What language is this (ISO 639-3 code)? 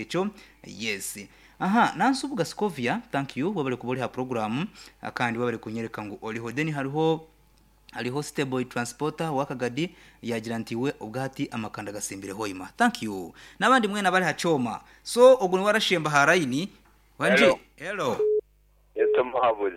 nyn